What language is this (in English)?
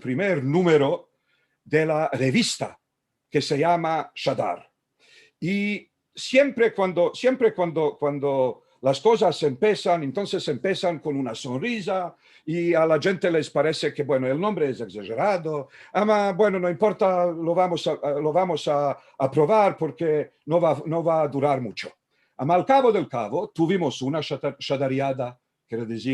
Ladino